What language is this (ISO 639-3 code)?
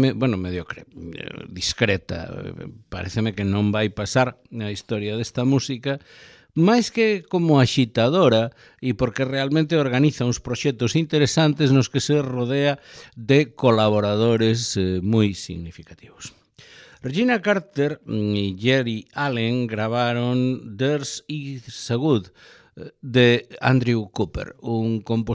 glg